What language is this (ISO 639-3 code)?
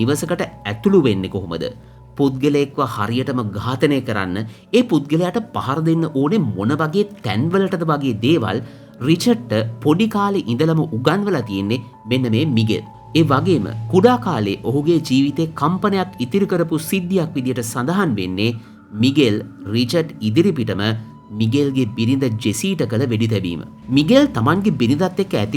sin